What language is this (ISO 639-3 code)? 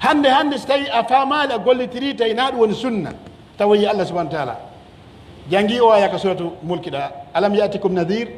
fuf